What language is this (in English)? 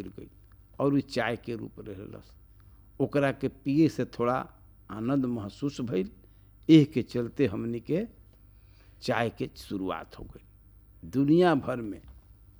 Bhojpuri